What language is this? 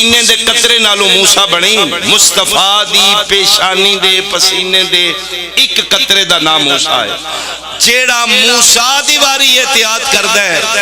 Pahari-Potwari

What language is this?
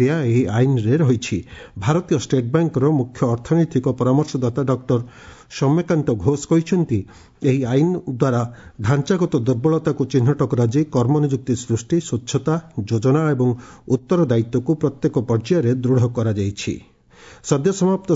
Odia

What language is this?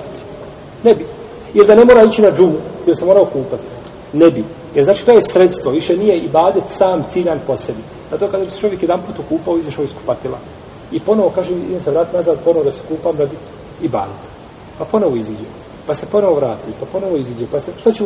Bosnian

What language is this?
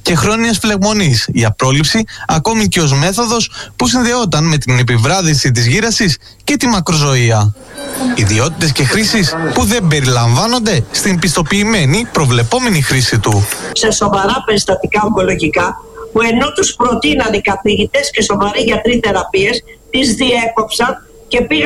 Greek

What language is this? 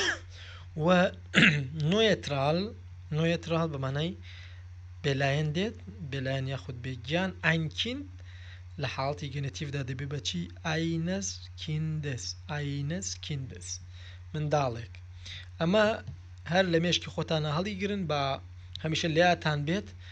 Central Kurdish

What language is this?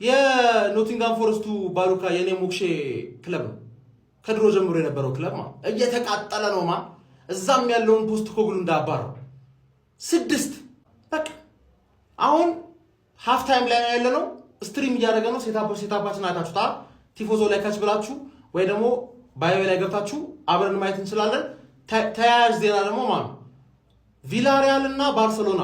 Amharic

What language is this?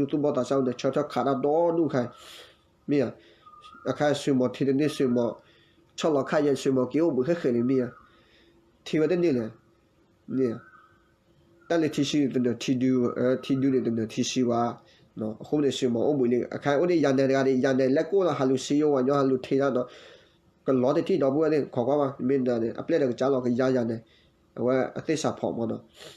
S'gaw Karen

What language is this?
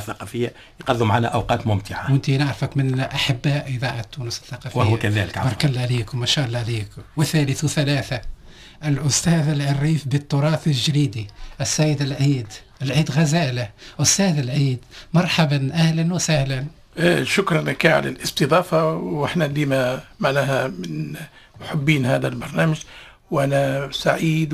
Tunisian Arabic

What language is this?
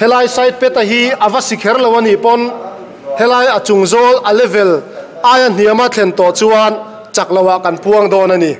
Mizo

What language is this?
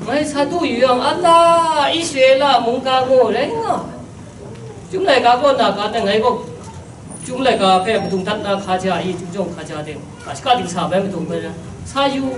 Kachin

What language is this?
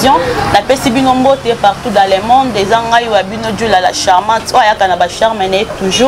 Lingala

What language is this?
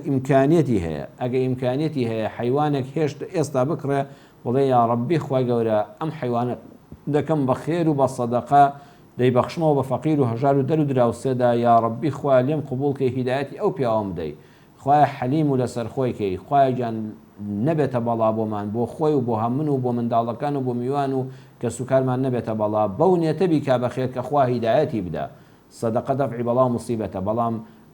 Central Kurdish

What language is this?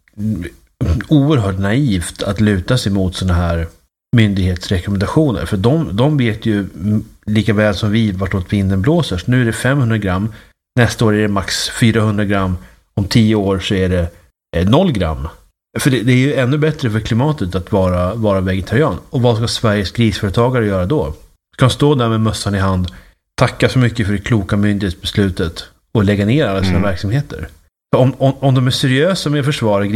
Swedish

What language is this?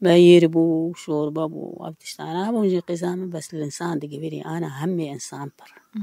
Kurdish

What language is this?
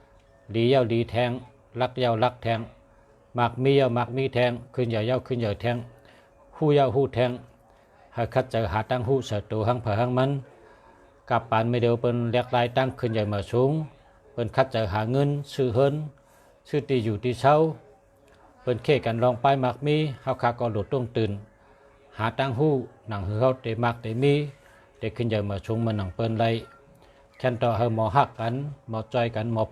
Shan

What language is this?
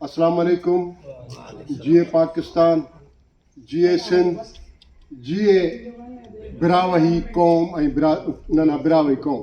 Brahui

